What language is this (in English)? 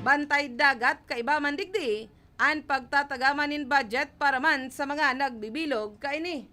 Bikol